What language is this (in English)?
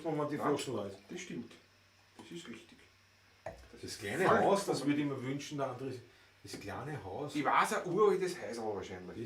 Bavarian